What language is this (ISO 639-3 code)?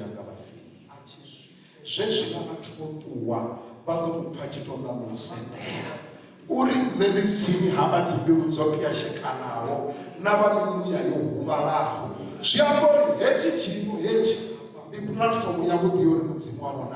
ven